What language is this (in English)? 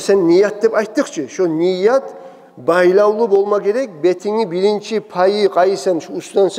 Kumyk